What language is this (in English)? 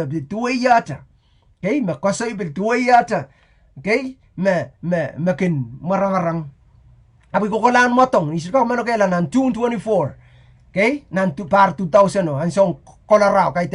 Pohnpeian